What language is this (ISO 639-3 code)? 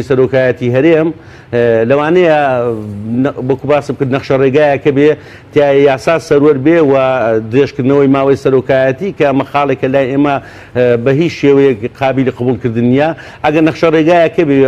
ckb